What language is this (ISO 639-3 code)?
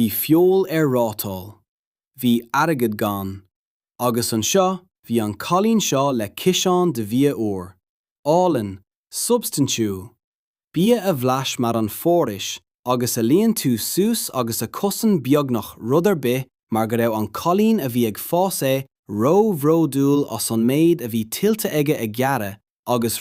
gle